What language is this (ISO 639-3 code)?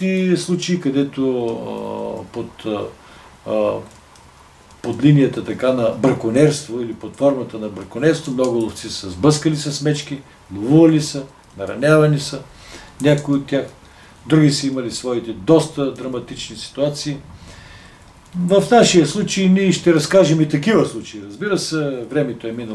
bul